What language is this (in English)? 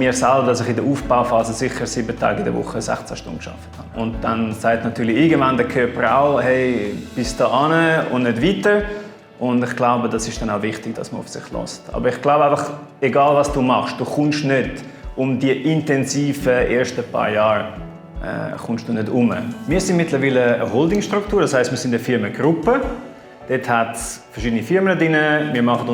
Swiss German